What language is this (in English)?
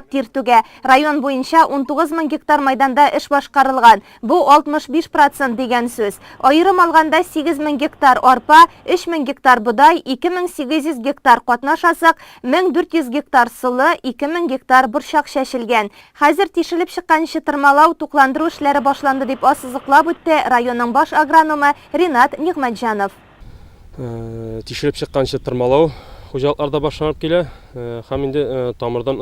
Tatar